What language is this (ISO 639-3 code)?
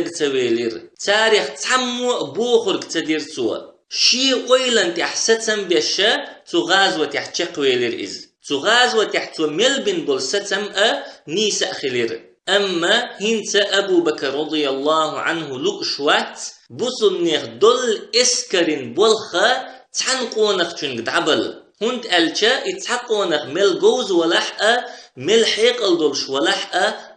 che